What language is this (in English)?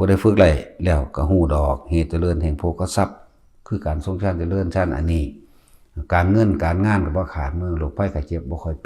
Northeastern Thai